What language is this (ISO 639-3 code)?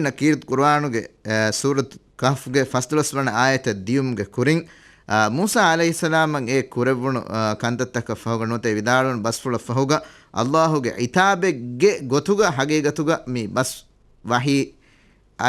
div